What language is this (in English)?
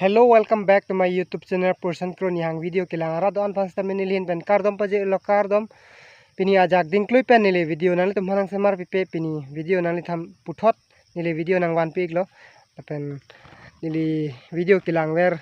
Karbi